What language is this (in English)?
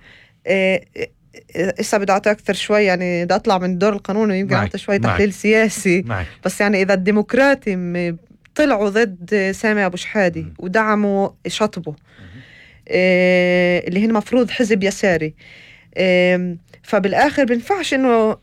North Levantine Arabic